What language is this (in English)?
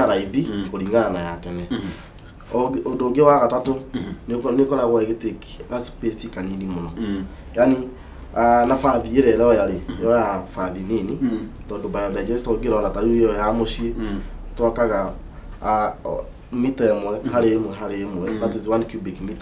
Kikuyu